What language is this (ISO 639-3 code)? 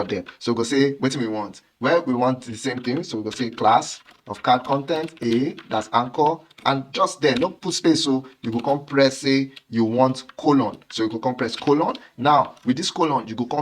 pcm